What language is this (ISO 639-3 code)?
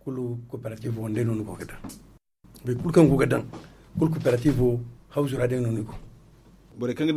dje